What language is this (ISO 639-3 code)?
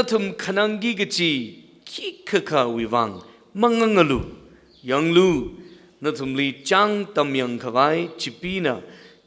nmf